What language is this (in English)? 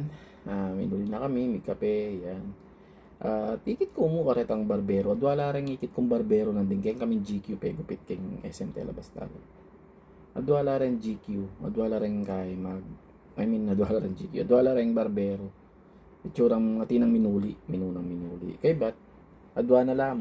Pampanga